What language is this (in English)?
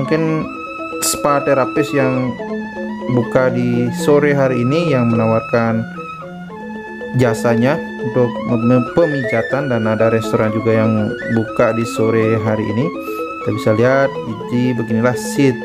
Indonesian